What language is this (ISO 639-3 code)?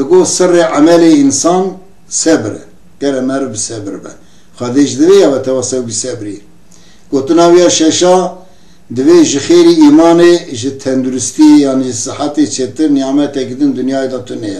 kur